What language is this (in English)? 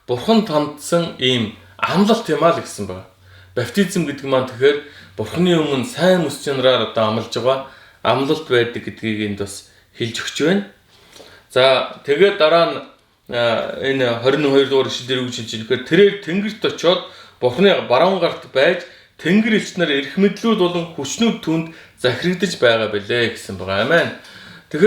Mongolian